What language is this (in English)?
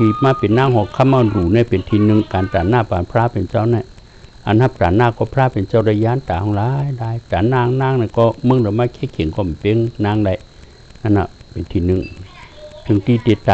Shan